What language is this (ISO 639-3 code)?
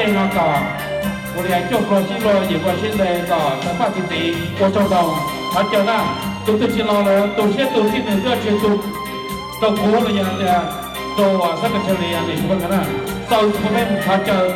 hmn